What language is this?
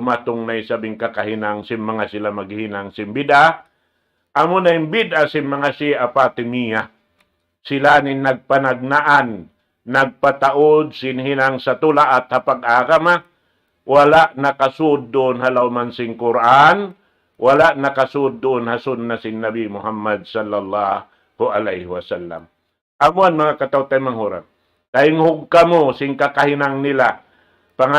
Tausug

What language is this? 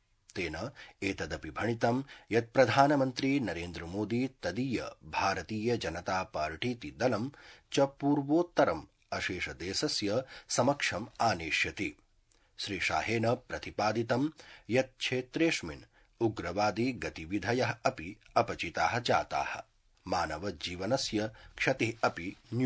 Sanskrit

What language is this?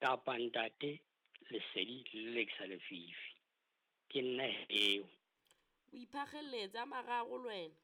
Southern Sotho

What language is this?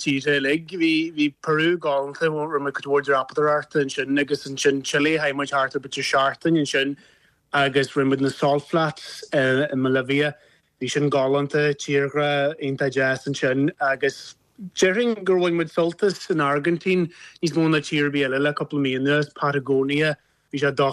Irish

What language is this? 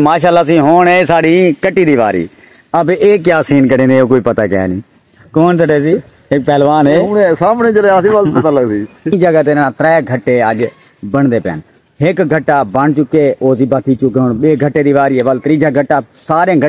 Saraiki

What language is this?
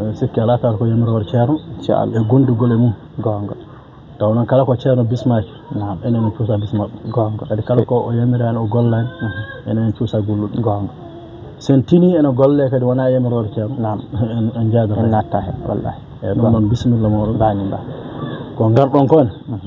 Fula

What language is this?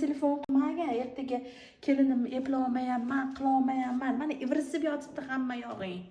Uzbek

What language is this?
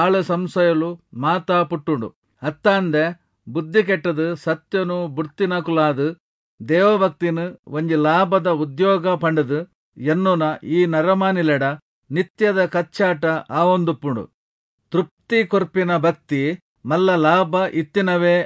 Tulu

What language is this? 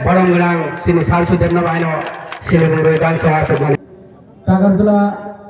Kok Borok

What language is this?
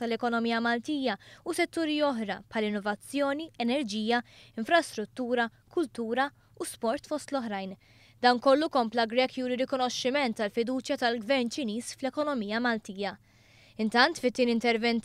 Maltese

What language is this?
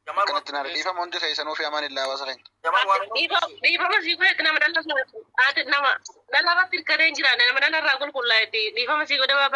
Oromo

